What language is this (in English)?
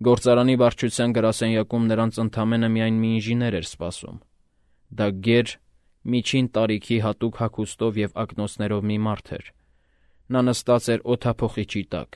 Armenian